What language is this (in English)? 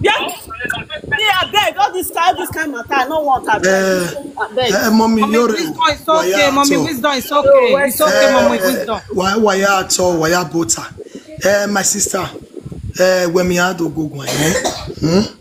Nigerian Pidgin